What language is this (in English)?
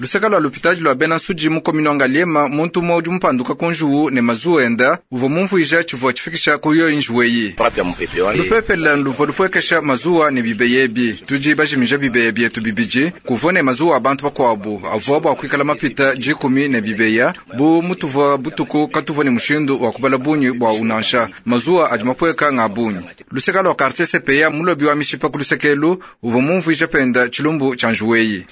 Luba-Lulua